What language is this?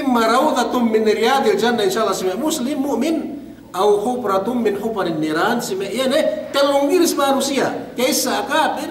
Yakan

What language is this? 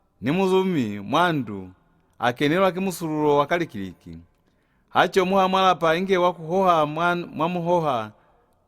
Lozi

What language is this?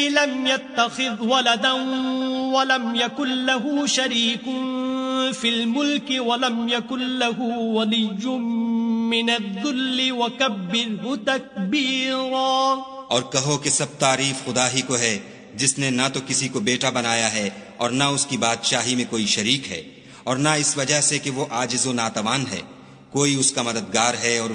Urdu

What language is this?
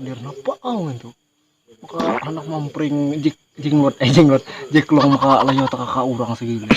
Banjar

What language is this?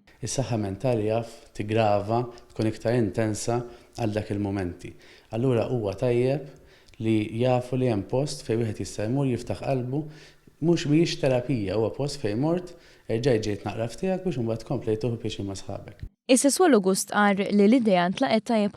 Maltese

